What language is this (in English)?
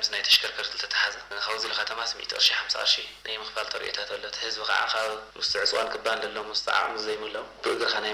Tigrinya